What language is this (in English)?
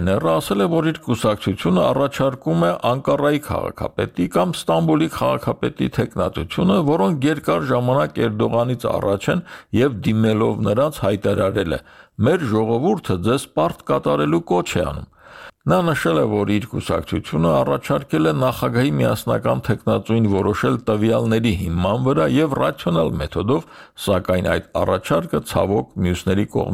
Armenian